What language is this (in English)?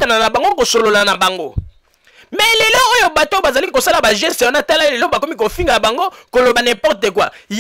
Lingala